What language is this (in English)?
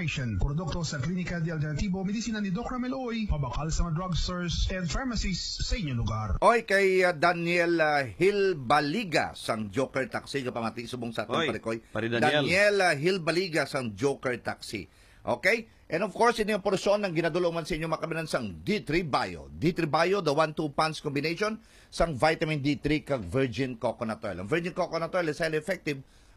Hiligaynon